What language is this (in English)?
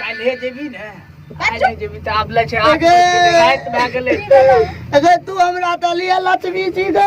Maithili